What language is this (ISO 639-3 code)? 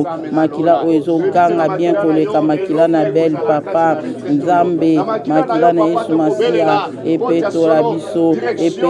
lin